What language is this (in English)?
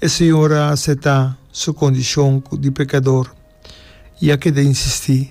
Papiamento